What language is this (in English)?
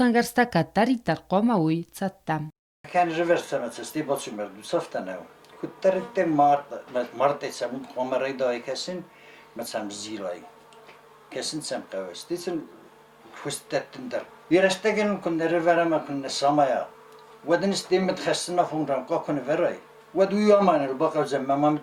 Ossetic